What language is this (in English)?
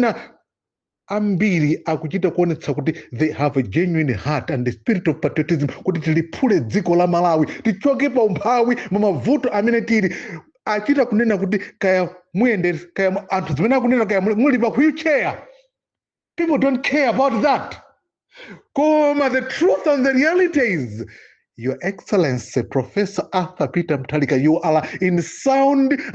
Nyanja